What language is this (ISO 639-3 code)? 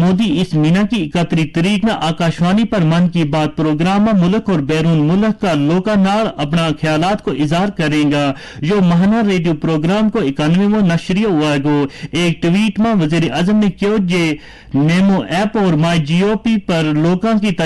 gju